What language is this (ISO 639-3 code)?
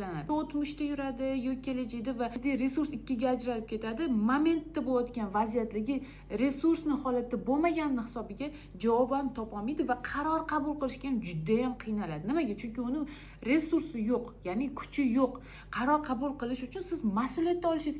uzb